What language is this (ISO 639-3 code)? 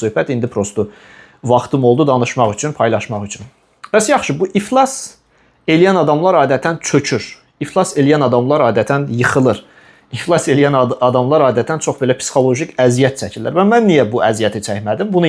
aze